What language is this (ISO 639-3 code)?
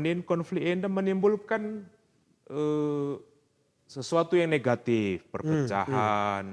btx